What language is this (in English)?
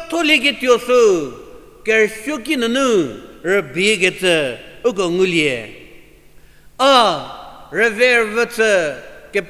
Angami Naga